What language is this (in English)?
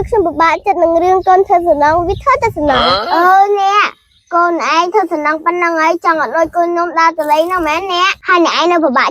Khmer